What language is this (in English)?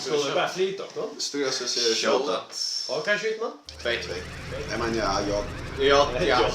Faroese